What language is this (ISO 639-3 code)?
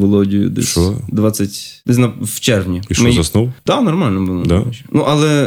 ukr